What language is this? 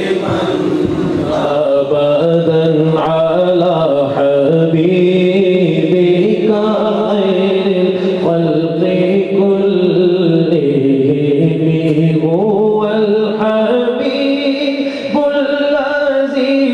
Urdu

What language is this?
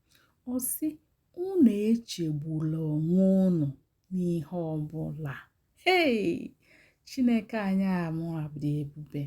Igbo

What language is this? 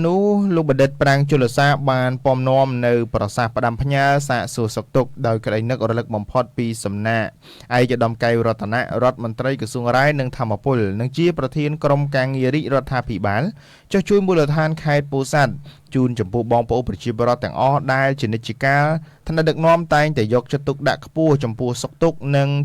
Khmer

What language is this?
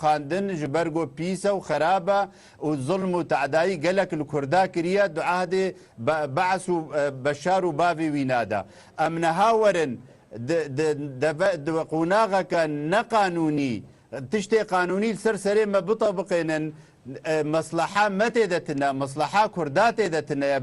Kurdish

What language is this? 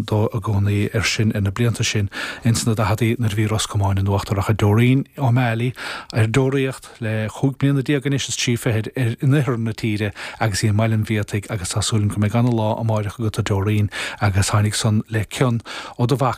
Irish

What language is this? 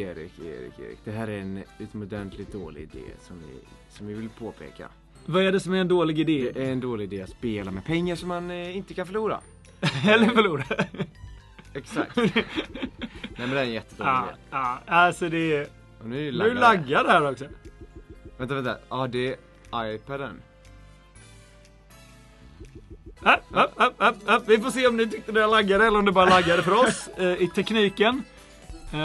Swedish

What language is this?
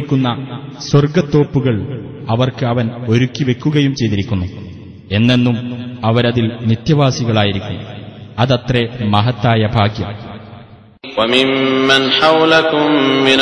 Malayalam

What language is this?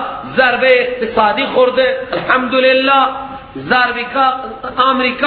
Persian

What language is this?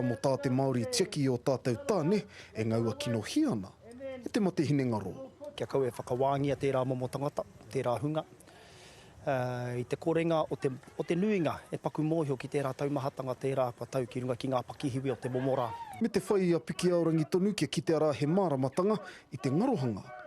Māori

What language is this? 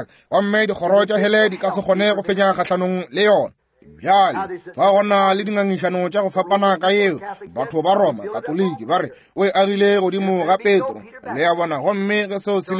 Northern Sotho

